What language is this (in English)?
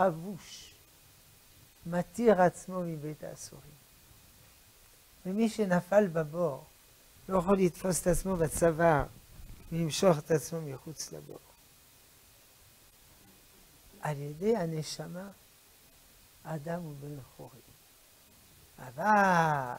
Hebrew